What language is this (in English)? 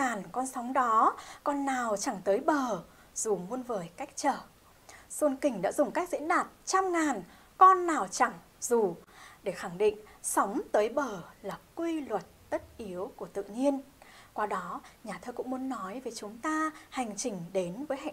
Vietnamese